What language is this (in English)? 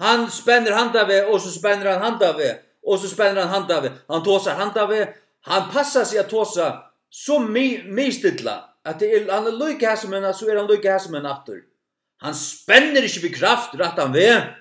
Faroese